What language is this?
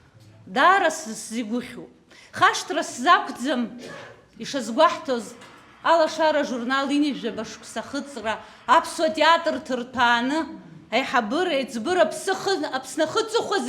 Abkhazian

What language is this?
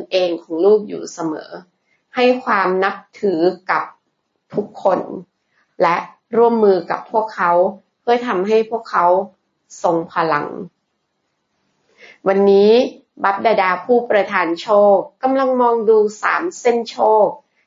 Thai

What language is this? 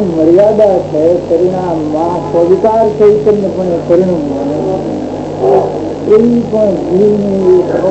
Gujarati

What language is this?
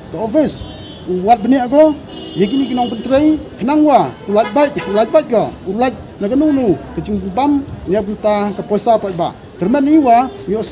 Khasi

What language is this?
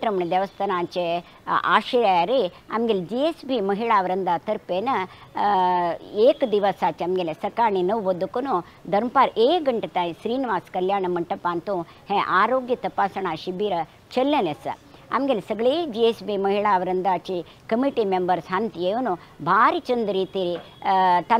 Konkani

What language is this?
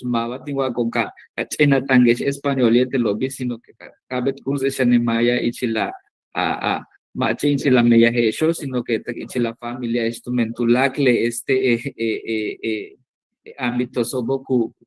Yucateco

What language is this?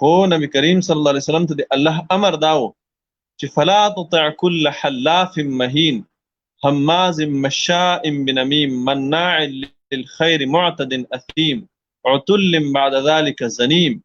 Pashto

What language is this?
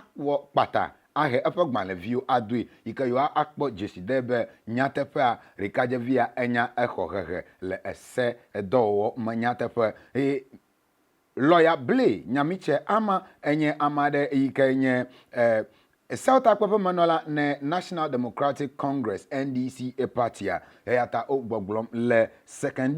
Ewe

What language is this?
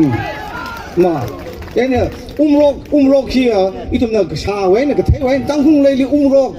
Tangkhul Naga (India)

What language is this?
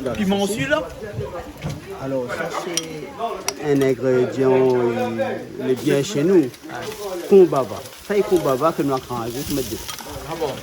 Réunion Creole French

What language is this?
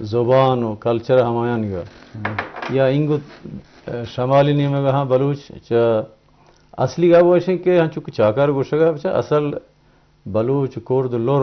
Eastern Balochi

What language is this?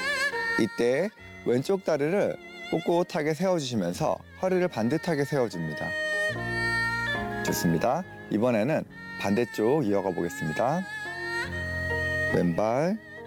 Korean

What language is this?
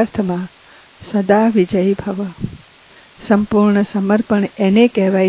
Gujarati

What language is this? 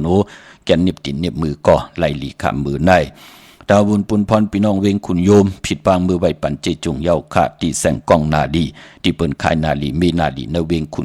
Shan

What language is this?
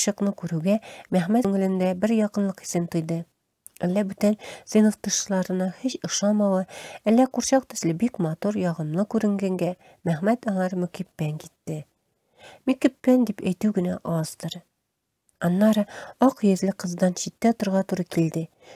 Tatar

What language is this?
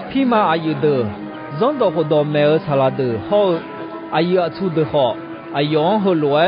Akha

